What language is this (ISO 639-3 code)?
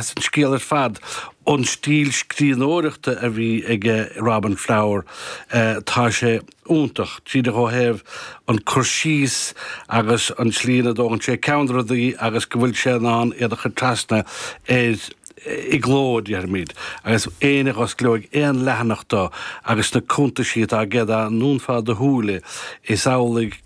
gle